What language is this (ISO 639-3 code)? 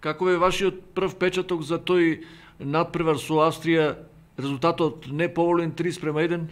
mkd